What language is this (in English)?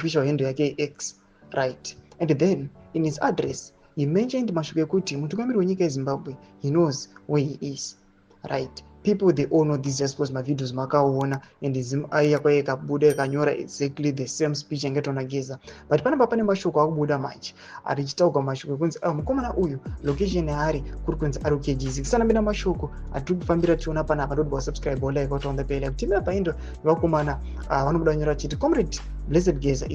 Shona